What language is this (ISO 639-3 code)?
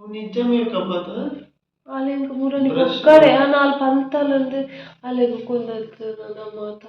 tcy